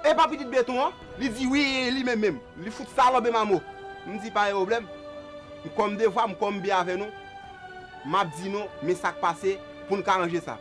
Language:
Haitian Creole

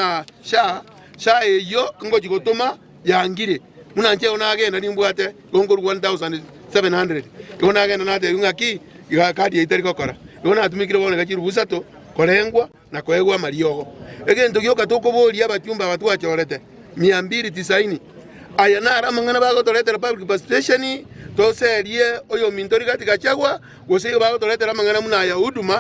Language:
Gusii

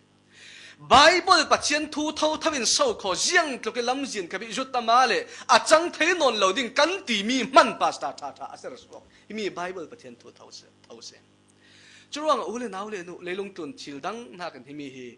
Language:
Falam Chin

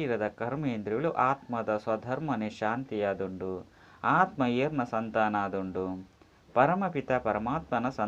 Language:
Tulu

